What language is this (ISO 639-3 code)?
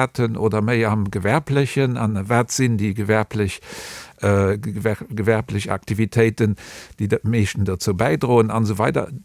ltz